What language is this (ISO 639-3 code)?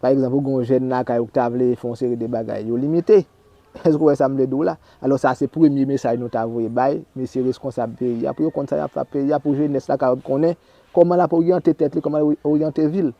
hat